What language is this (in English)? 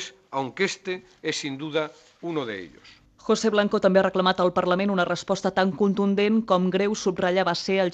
Catalan